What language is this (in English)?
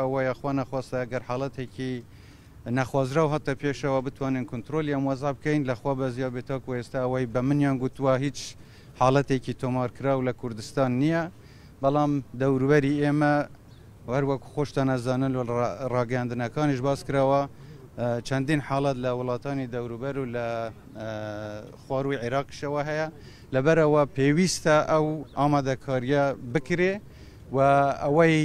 Central Kurdish